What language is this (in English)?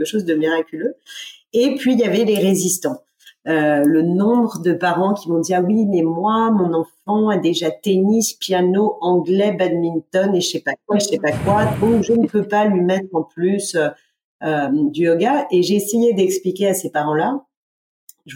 French